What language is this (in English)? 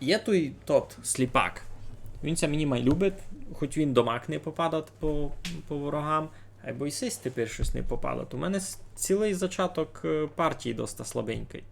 Rusyn